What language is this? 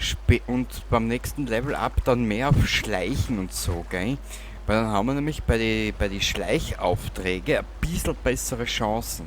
Bavarian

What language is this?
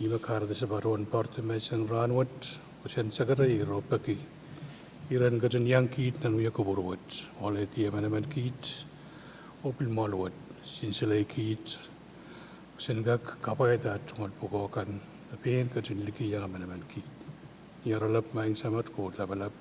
Pohnpeian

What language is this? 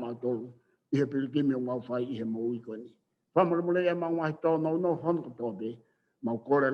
Tongan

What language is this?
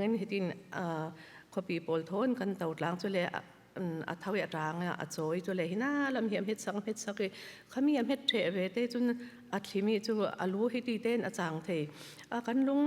Falam Chin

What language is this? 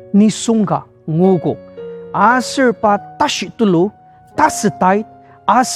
Ao Naga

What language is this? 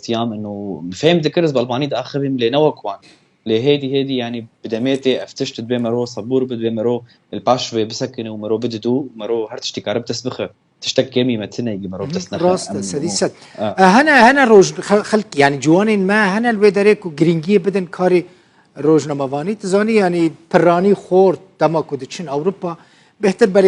Kurdish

